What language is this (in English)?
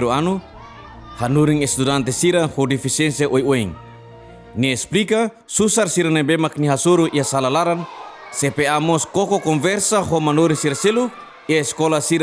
Tetum